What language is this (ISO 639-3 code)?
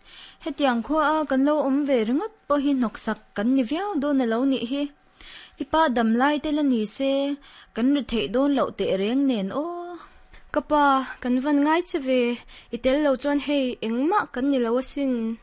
lus